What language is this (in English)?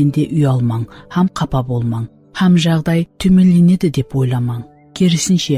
Kara-Kalpak